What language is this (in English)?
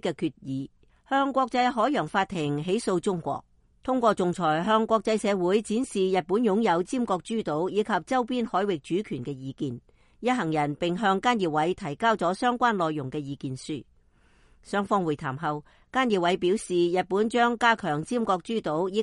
Cantonese